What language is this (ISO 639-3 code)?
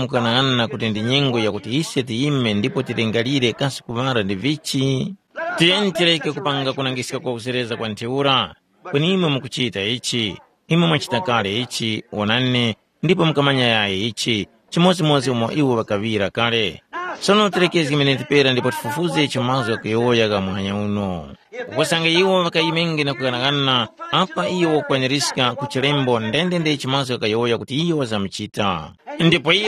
tum